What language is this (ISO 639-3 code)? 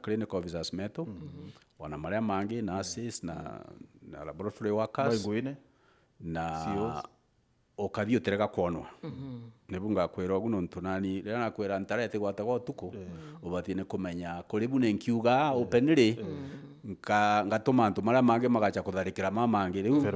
mer